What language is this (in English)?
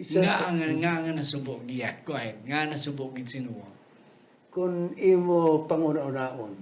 Hiligaynon